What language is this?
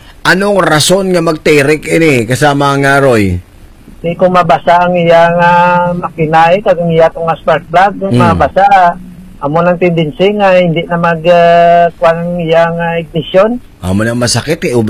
Hiligaynon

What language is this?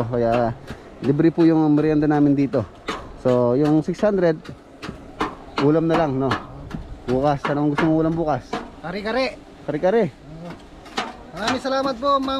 Filipino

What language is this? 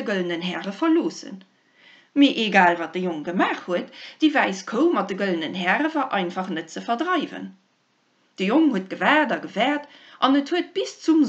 Luxembourgish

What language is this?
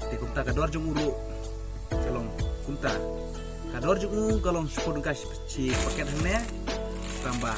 Khasi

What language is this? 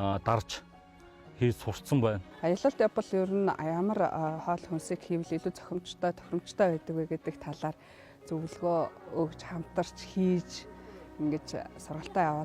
Mongolian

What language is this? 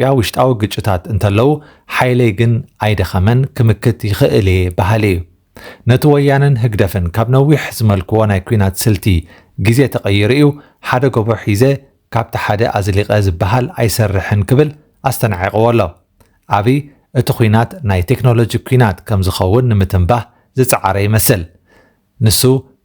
Tigrinya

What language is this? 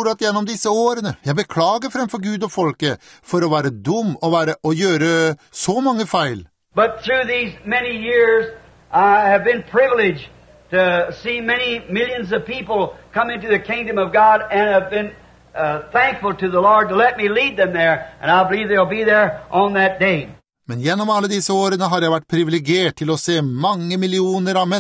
Norwegian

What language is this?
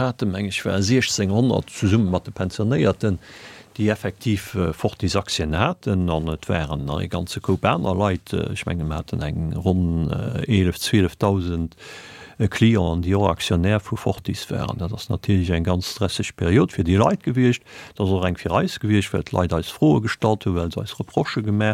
Luxembourgish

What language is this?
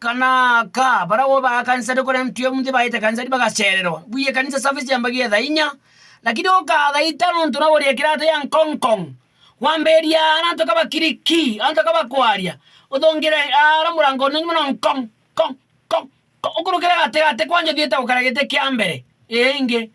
Meru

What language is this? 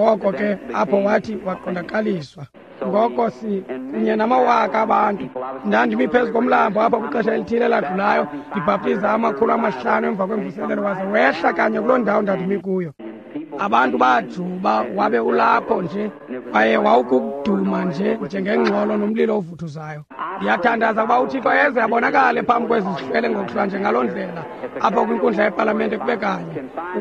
Xhosa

